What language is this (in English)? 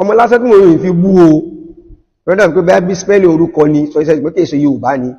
Yoruba